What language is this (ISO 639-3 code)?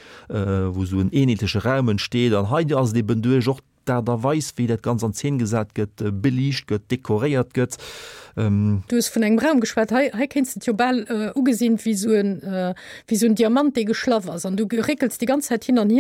ltz